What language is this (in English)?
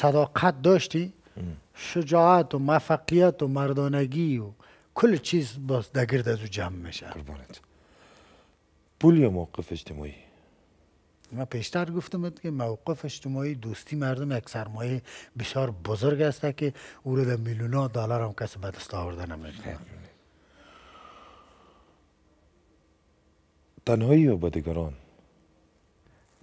Persian